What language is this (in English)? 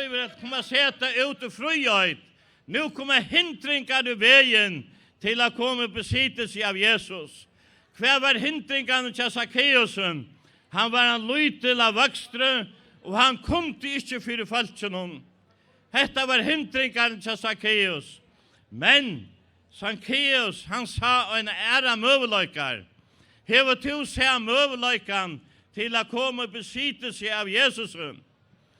Faroese